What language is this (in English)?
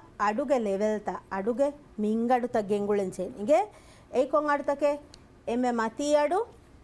Divehi